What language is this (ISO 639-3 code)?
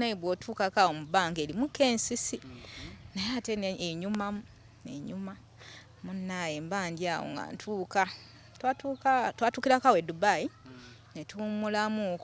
lug